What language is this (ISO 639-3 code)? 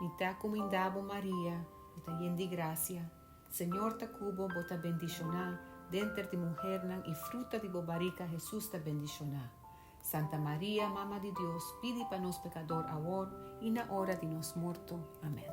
pap